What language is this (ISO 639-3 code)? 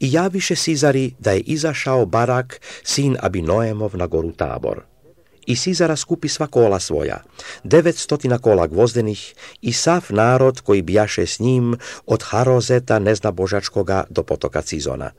hrv